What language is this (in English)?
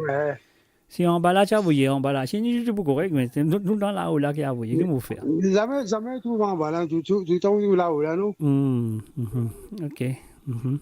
Morisyen